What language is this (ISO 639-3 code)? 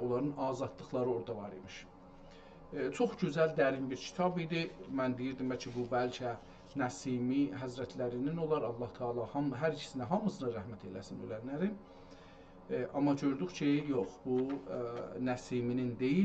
azb